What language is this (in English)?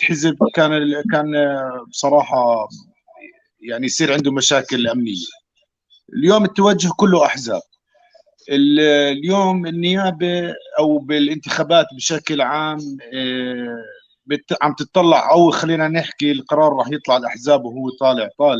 North Levantine Arabic